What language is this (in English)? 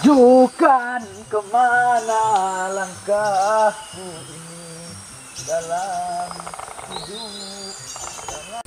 Minangkabau